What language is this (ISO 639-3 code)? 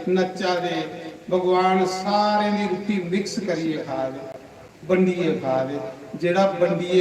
doi